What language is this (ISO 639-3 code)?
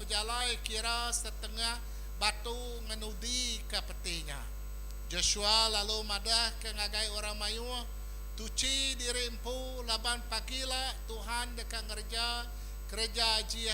iba